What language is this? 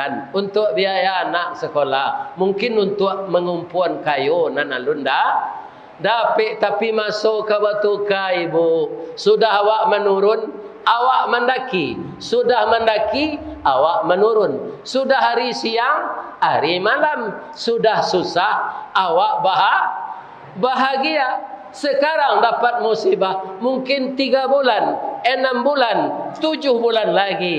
Minangkabau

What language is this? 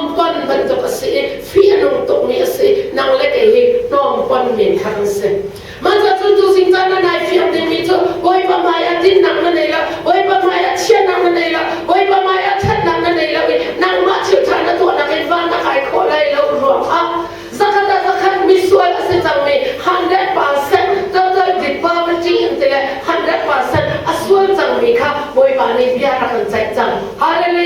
Hakha Chin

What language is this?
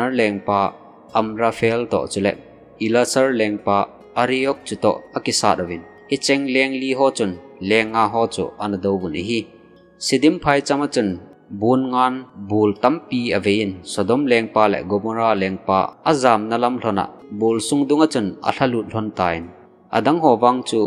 Thado Chin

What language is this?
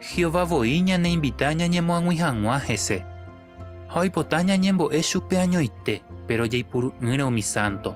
Guarani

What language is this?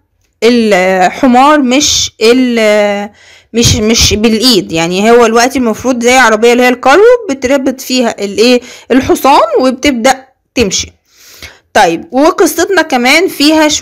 Egyptian Arabic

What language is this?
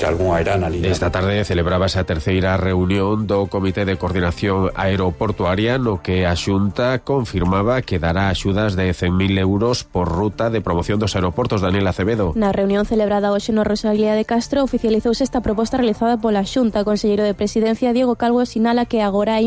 Galician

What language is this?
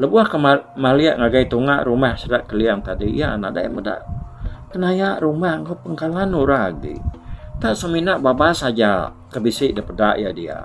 Iban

